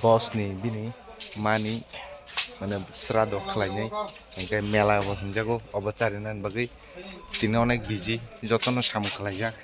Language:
Kok Borok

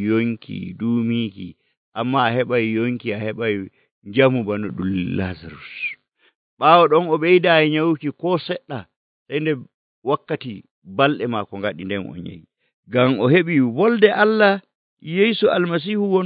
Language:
Nigerian Fulfulde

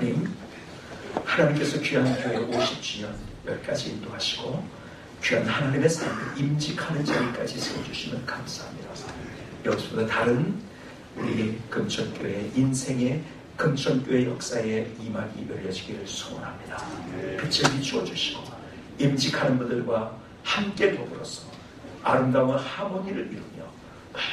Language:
Korean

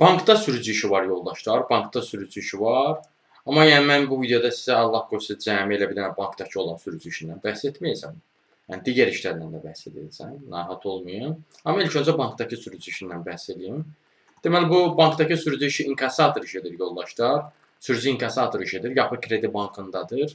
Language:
Azerbaijani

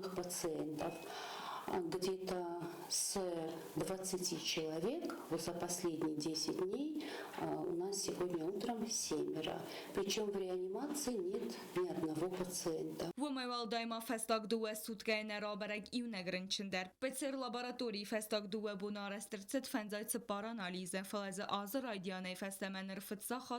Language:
Ossetic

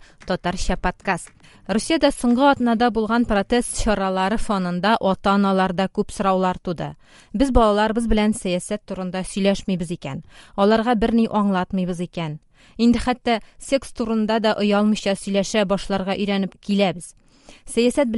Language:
Tatar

